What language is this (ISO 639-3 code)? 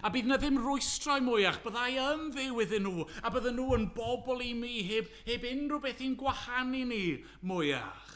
cym